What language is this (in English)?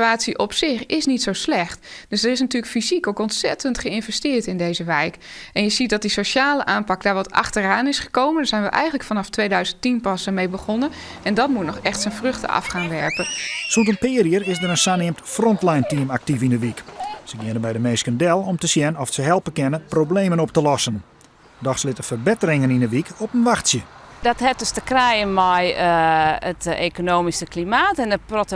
Western Frisian